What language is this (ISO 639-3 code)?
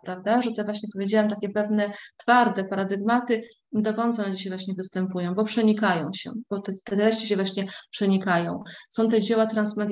pol